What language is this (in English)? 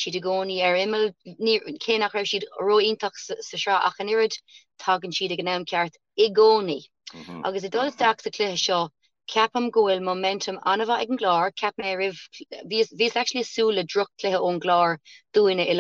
Irish